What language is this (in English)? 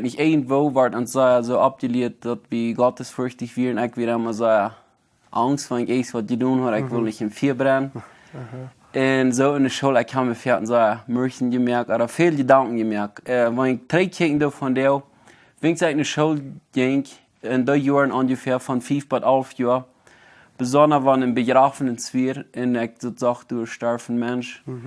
Plautdietsch